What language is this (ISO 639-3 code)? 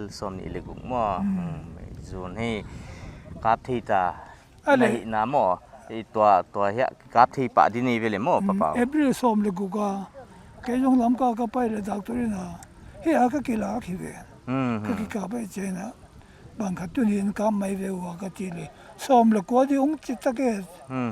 pck